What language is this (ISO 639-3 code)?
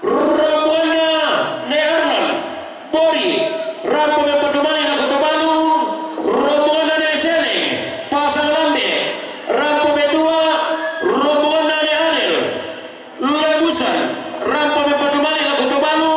sda